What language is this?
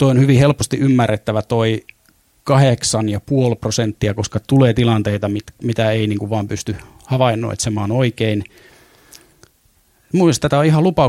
Finnish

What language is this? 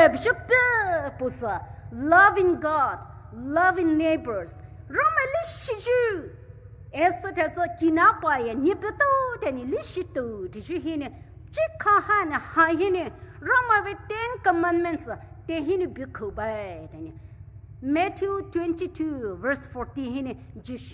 Poumei Naga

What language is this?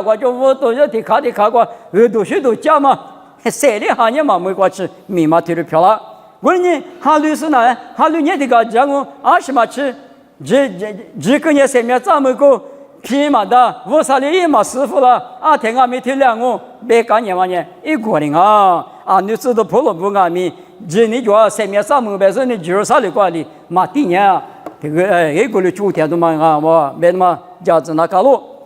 Lisu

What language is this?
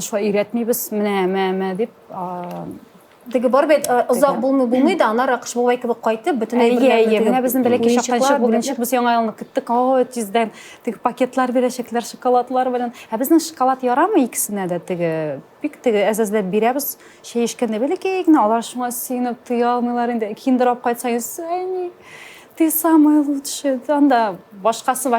Tatar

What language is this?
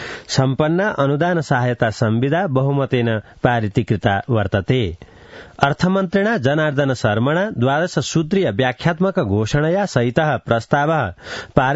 Sanskrit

